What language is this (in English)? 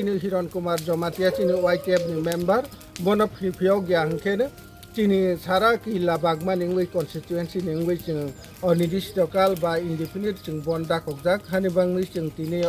Riang (India)